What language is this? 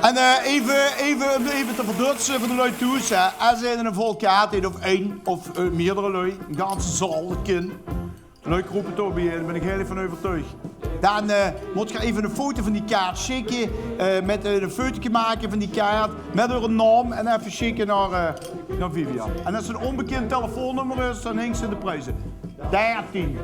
Limburgish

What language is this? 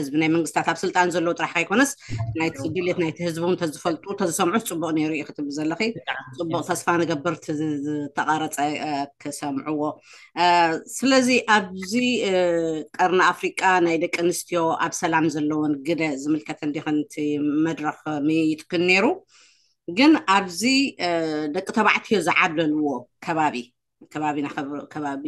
Tigrinya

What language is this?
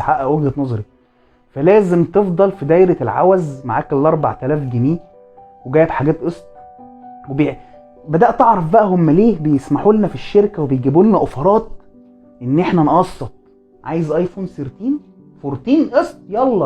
Egyptian Arabic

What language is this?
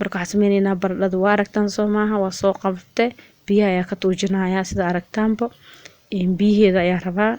Somali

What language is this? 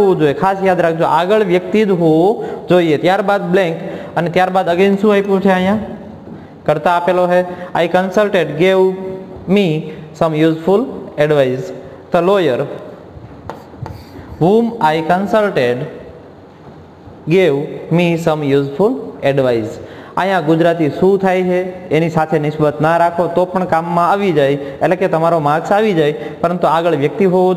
Gujarati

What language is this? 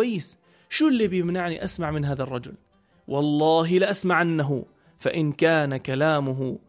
North Levantine Arabic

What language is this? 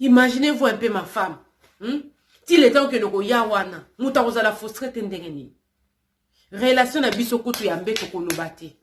Lingala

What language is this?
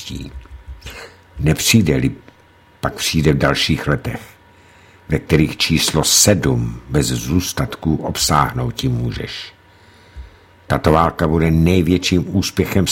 Czech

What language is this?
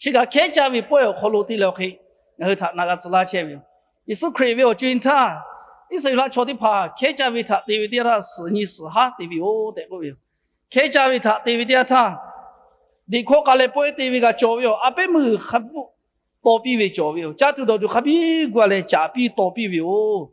Lahu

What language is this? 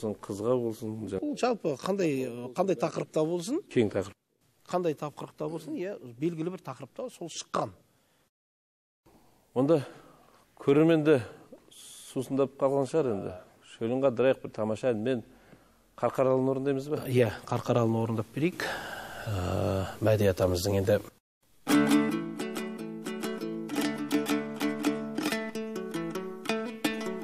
Kazakh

